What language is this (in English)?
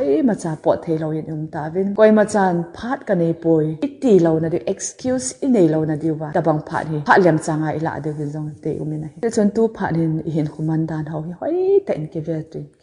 Thado Chin